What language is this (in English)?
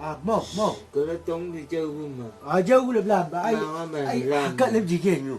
Chang Naga